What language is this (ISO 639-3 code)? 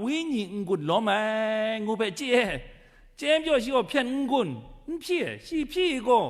kac